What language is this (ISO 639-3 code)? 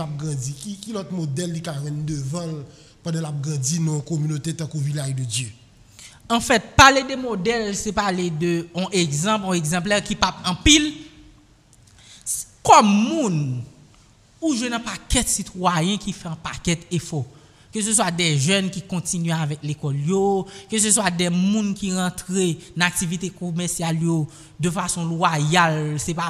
fra